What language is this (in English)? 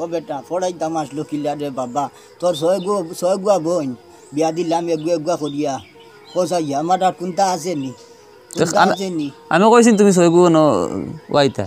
Sylheti